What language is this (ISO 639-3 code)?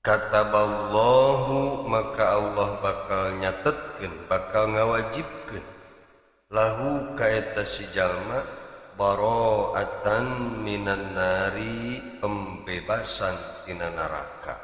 sun